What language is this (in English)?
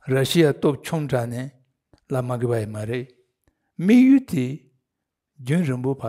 Tibetan